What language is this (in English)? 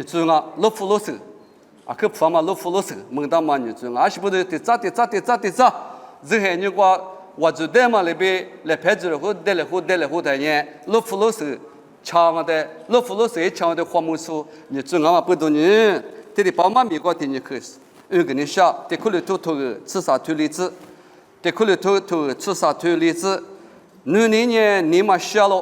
Lisu